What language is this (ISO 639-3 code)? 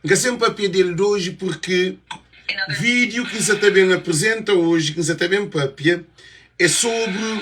kea